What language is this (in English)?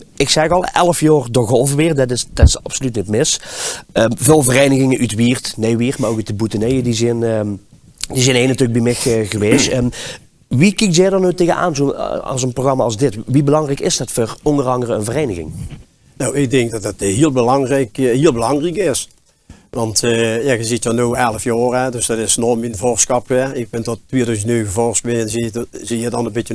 Limburgish